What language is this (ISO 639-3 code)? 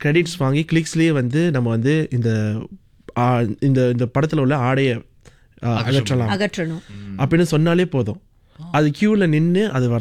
tam